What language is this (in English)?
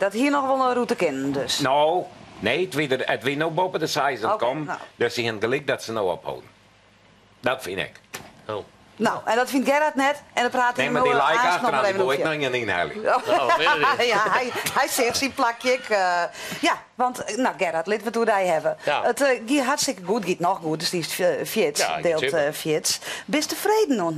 Western Frisian